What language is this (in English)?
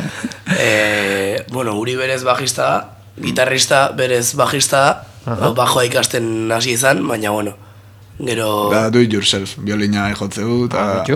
Basque